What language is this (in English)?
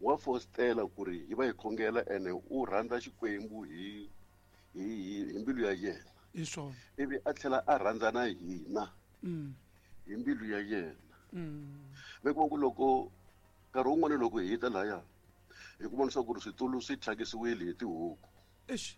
Tsonga